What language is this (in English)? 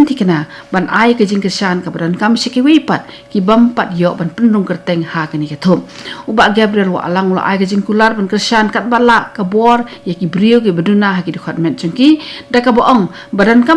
Khasi